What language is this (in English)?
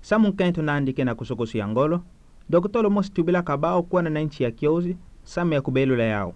Kituba (Democratic Republic of Congo)